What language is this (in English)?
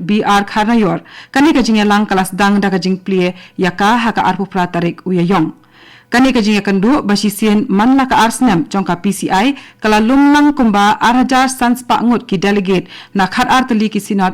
Khasi